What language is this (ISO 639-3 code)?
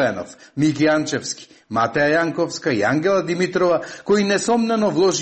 mkd